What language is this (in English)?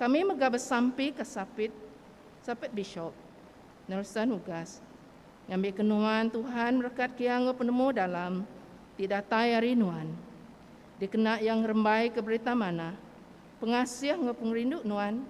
Iban